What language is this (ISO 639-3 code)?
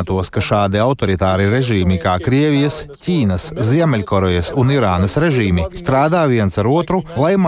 lav